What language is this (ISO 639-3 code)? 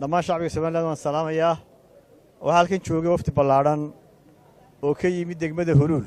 som